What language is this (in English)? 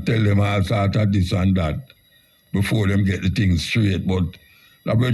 Jamaican Creole English